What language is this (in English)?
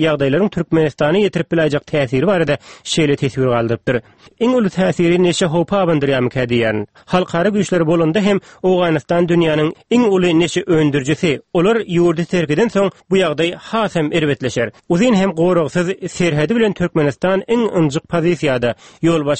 Turkmen